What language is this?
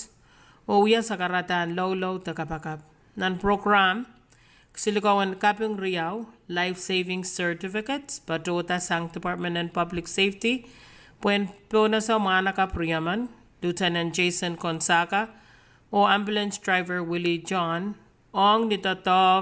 Pohnpeian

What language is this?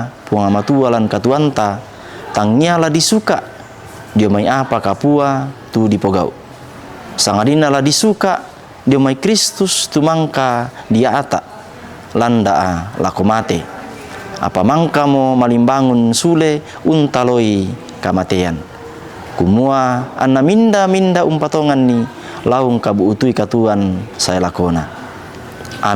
Toraja-Sa'dan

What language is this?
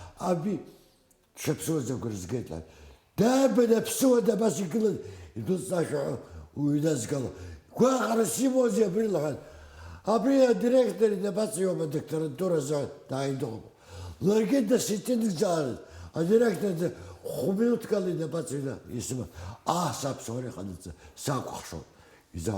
Abkhazian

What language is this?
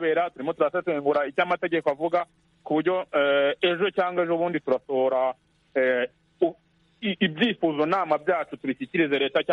Kinyarwanda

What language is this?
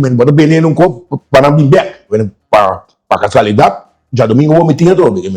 Papiamento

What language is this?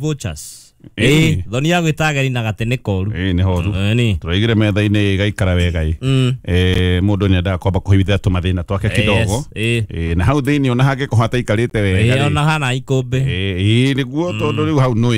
Kikuyu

